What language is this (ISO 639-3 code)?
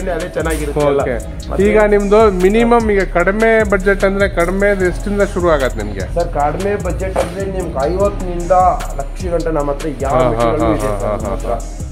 kan